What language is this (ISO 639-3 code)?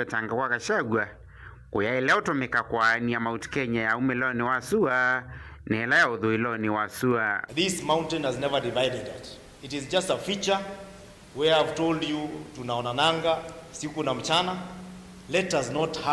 kam